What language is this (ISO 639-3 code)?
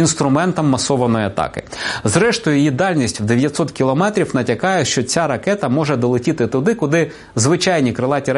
ukr